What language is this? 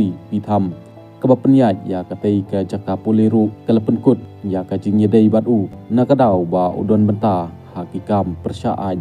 Khasi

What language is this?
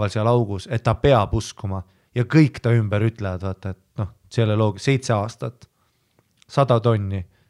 Estonian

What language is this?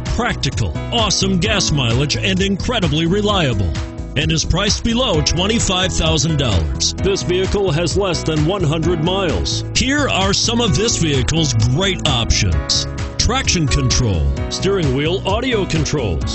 English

